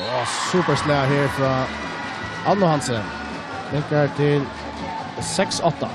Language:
Faroese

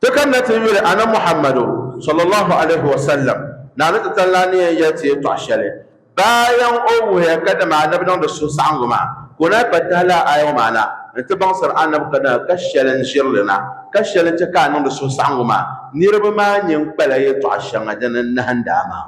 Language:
Dagbani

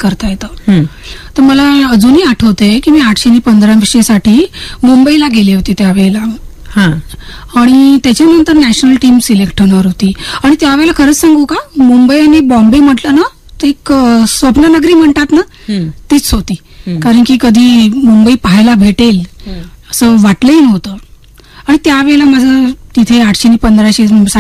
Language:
Marathi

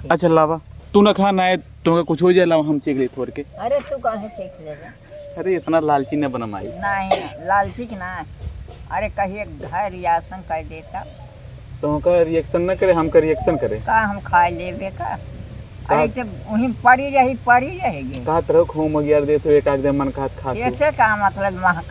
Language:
Awadhi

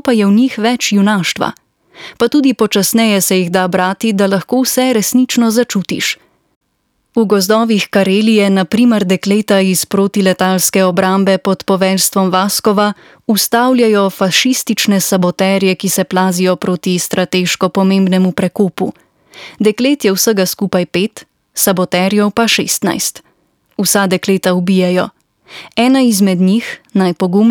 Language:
Slovenian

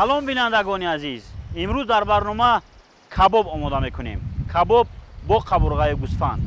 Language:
Tajik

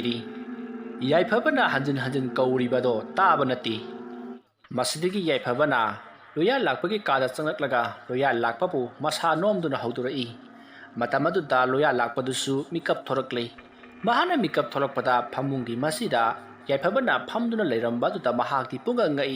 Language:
Manipuri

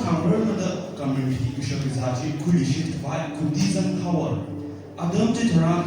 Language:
Tangkhul Naga (India)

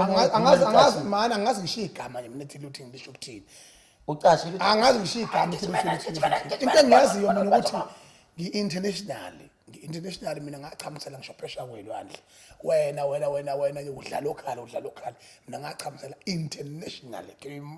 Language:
Zulu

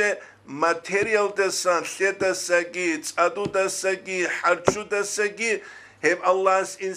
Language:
Avaric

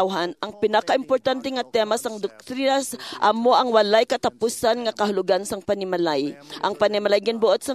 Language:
Hiligaynon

